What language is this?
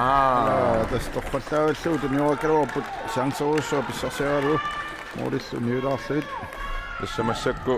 Kalaallisut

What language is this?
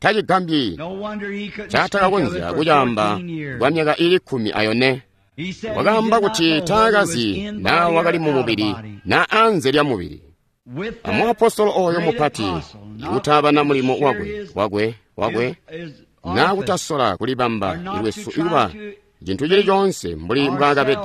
Tonga (Zambia)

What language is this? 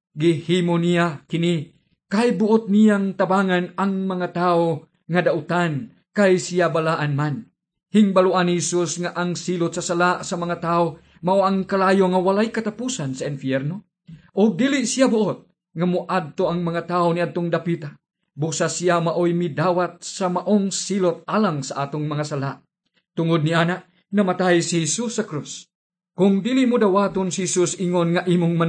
Cebuano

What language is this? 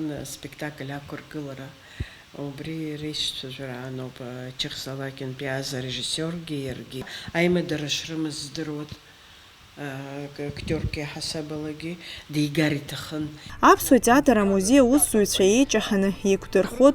Abkhazian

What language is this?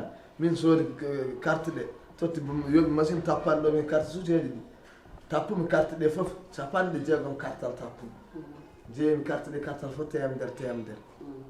Fula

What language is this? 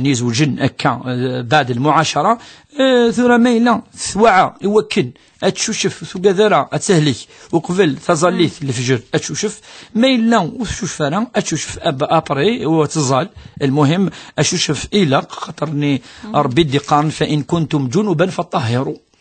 Kabyle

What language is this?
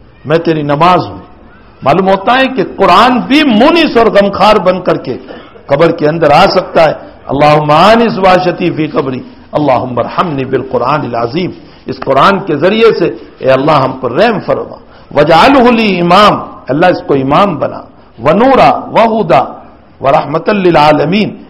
Urdu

